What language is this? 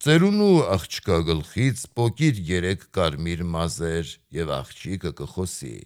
Armenian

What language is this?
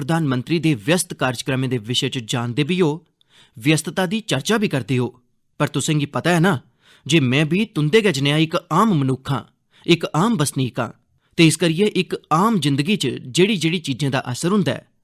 Dogri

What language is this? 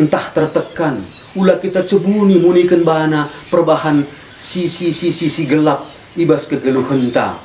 Batak Karo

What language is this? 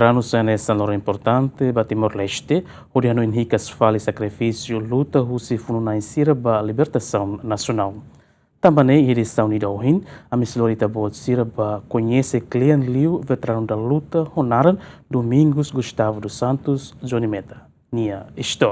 Tetum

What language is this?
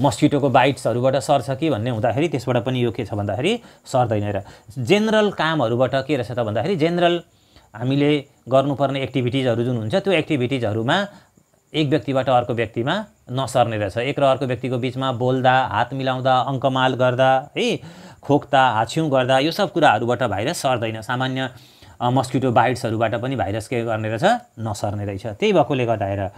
Nepali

